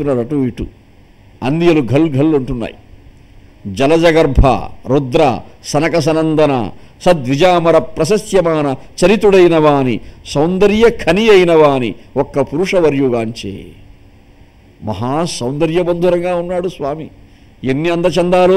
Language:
Telugu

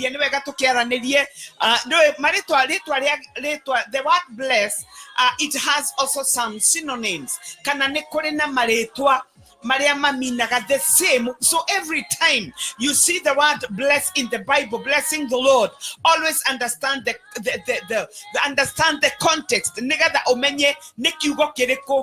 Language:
Kikuyu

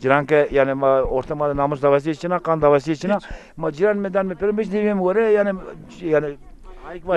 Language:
Zaza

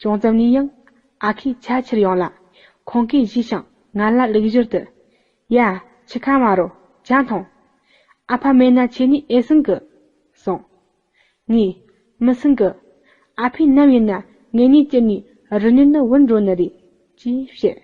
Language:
Tibetan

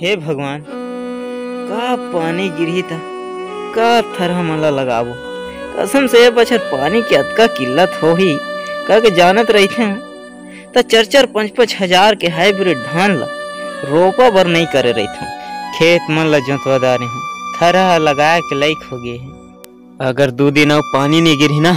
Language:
Chhattisgarhi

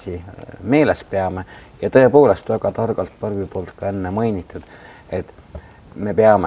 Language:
Estonian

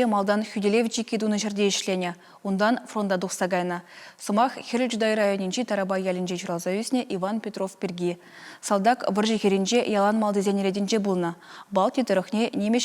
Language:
Chuvash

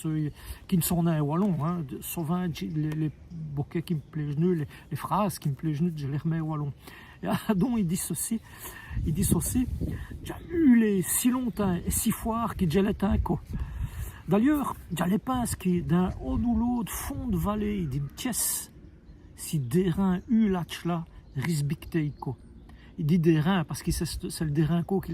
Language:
Walloon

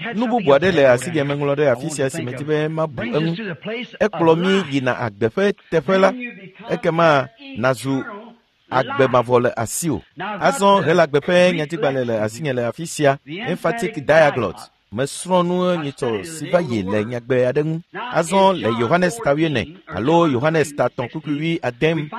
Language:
Ewe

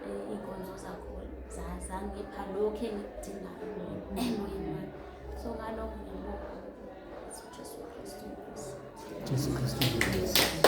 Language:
Zulu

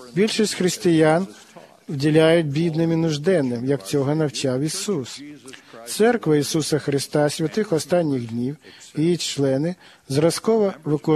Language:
Ukrainian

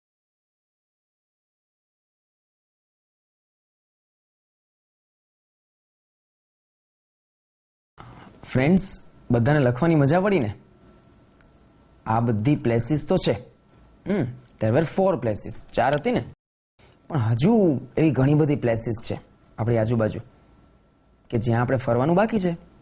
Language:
Gujarati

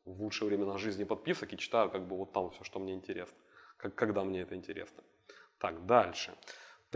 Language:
Russian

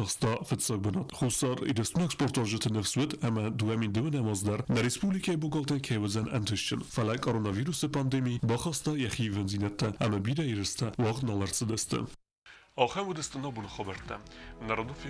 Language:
Ossetic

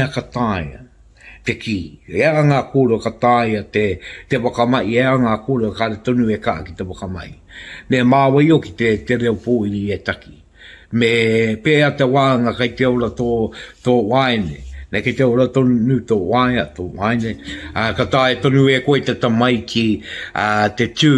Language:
Māori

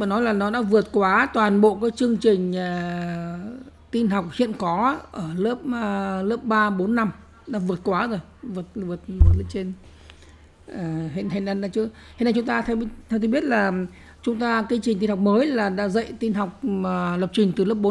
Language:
Vietnamese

